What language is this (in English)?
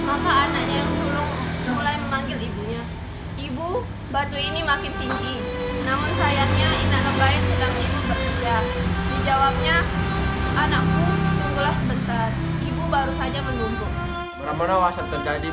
Sasak